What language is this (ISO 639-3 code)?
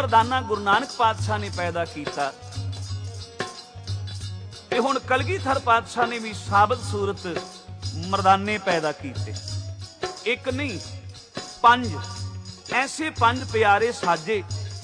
pan